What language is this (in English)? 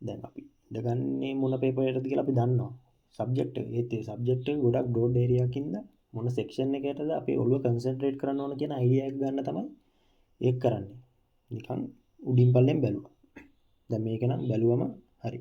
Sinhala